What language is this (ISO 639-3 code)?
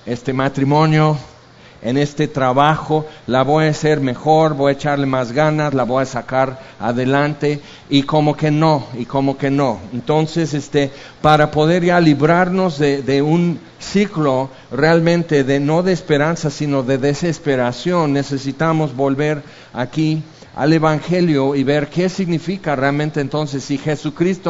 spa